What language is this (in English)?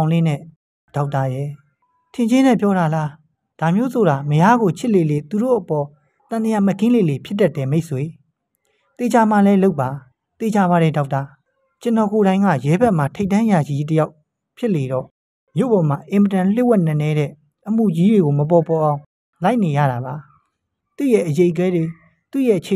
Burmese